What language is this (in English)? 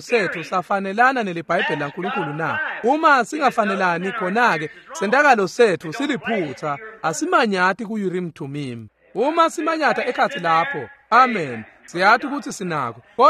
Swati